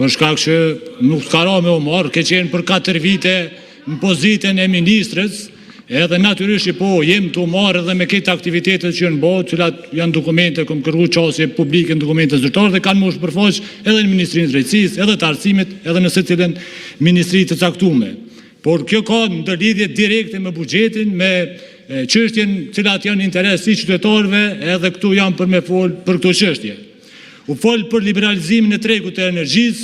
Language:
Albanian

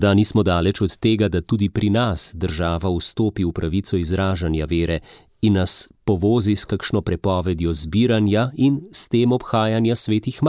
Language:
Slovenian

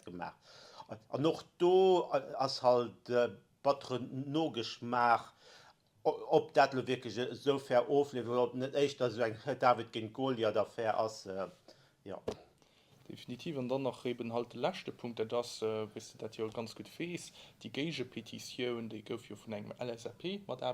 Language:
Luxembourgish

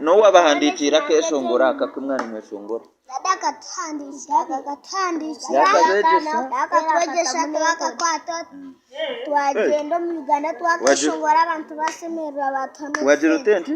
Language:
Nyankole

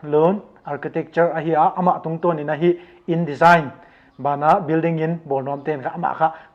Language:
Paite Chin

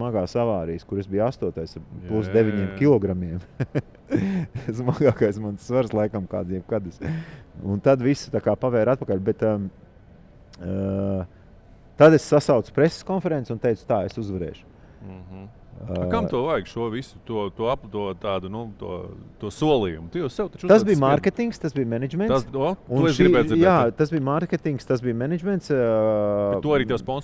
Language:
Latvian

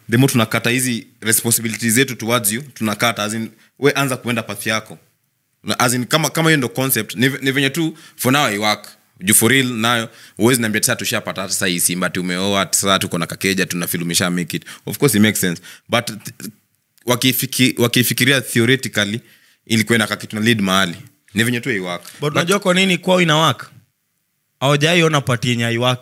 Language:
Swahili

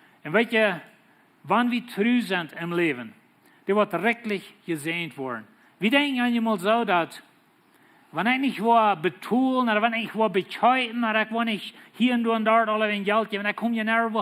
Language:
Plautdietsch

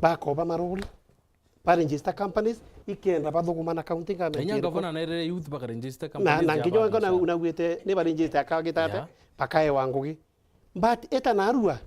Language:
Meru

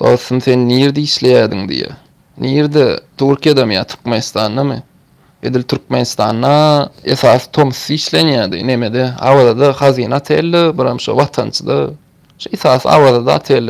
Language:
Turkmen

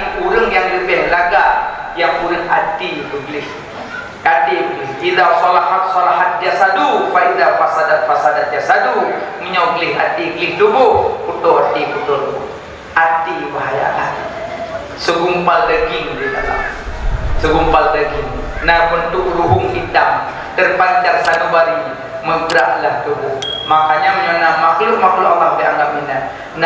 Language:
Achinese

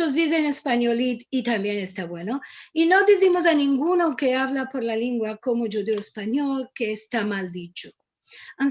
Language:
Ladino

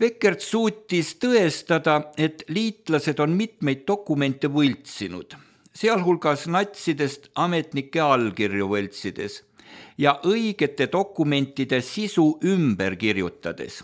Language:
Estonian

